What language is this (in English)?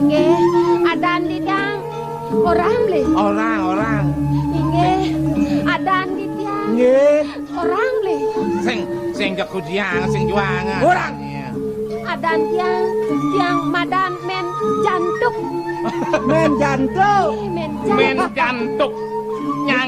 Balinese